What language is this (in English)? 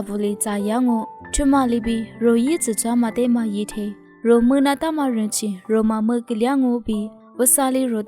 Lisu